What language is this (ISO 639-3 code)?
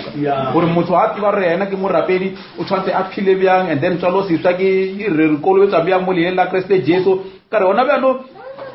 nso